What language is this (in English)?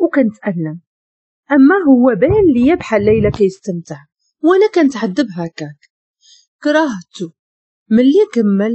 Moroccan Arabic